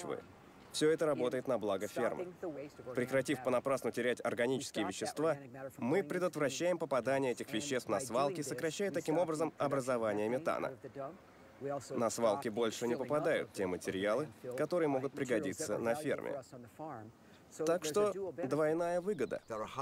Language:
Russian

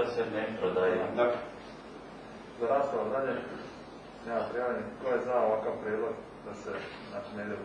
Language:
Croatian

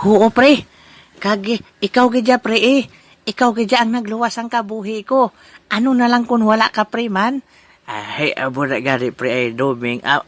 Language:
Hiligaynon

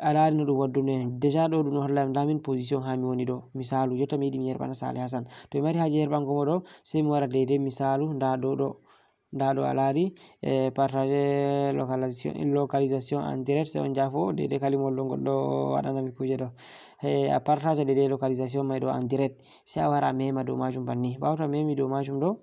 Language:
Fula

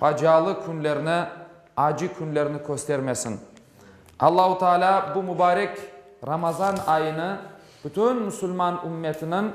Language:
Crimean Tatar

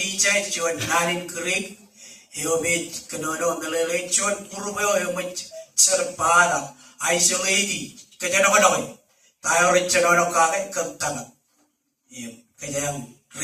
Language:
Marshallese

